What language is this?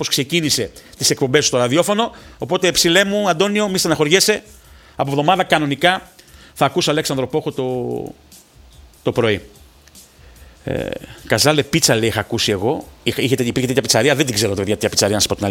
Greek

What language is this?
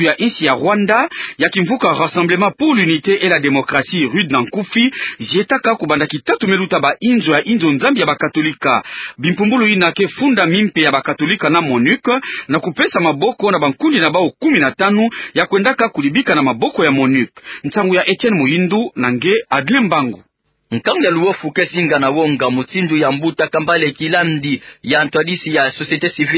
Kituba (Democratic Republic of Congo)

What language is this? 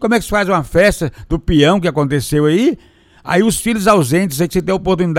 Portuguese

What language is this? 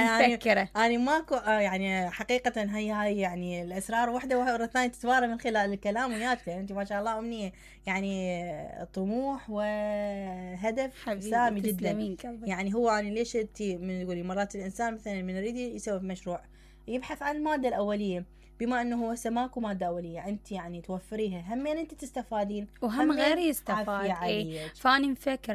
Mesopotamian Arabic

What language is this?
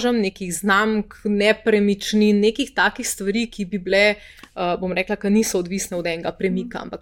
Slovenian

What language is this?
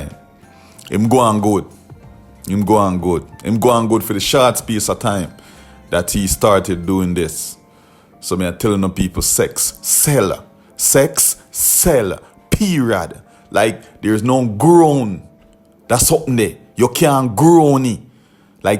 Jamaican Creole English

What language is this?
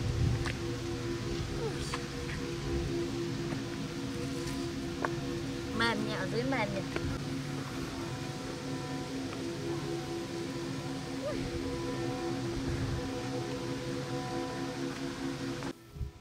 Vietnamese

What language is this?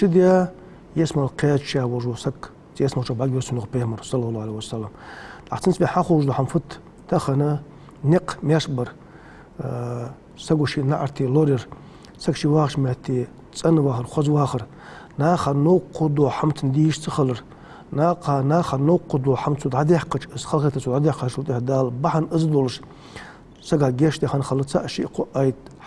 Ingush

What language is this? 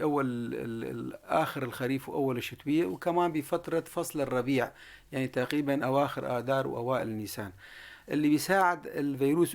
North Levantine Arabic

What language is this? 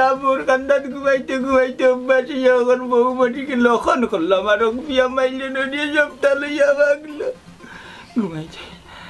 Sylheti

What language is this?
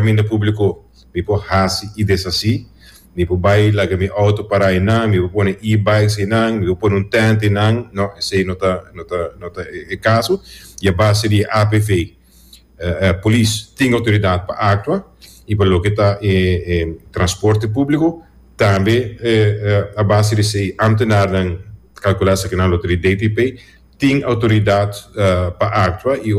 Papiamento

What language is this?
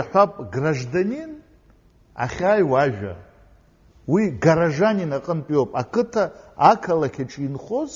Abkhazian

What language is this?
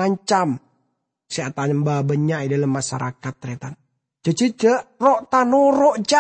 Madurese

